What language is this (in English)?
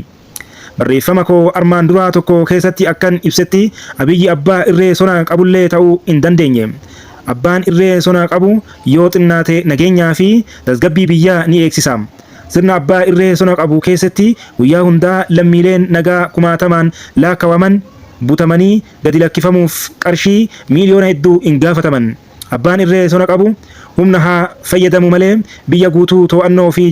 Oromo